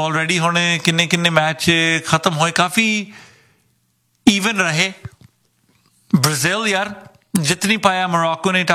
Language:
Punjabi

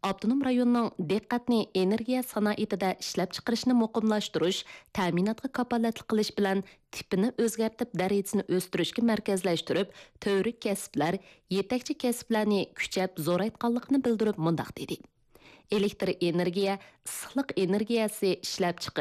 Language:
Uyghur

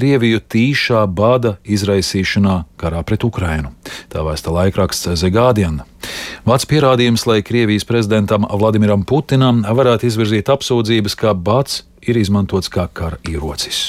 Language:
Latvian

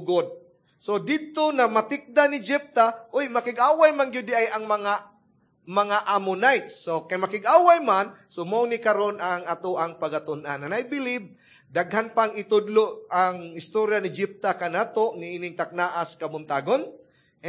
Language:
Cebuano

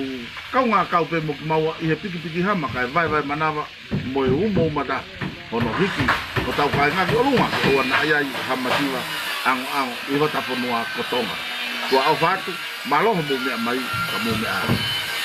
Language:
Tongan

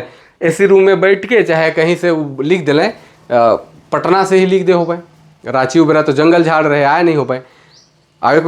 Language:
Sadri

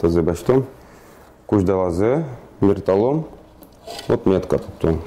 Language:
Udmurt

